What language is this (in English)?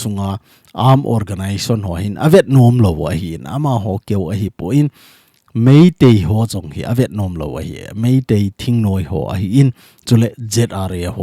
Thado Chin